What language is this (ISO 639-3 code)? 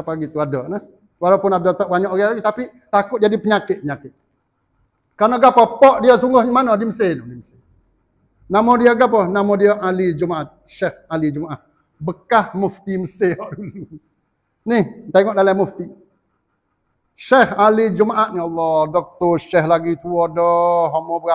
msa